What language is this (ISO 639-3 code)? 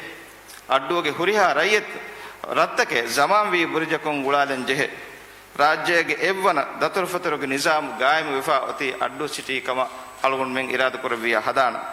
div